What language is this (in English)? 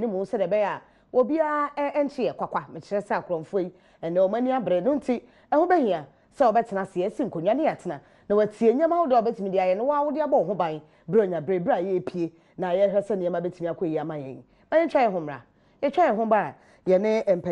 Akan